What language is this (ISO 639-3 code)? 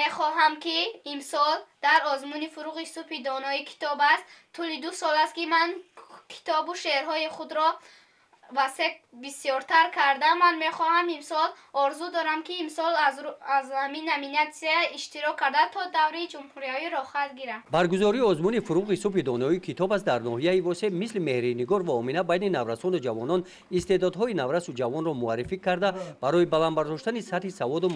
tgk